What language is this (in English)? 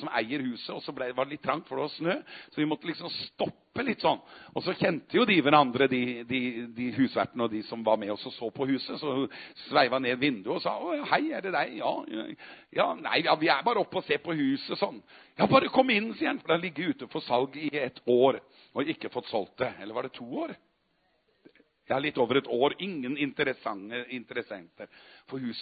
Norwegian